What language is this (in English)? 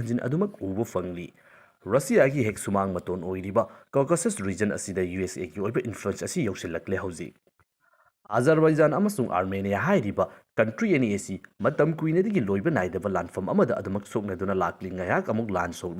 Manipuri